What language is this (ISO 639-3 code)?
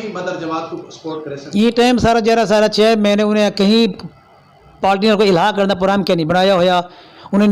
lah